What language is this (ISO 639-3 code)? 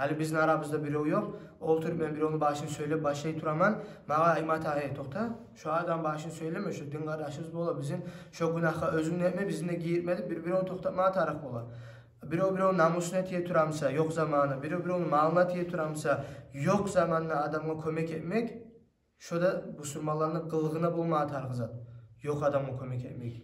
kum